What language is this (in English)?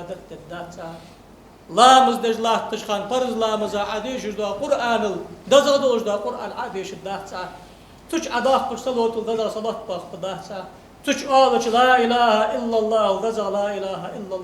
Ingush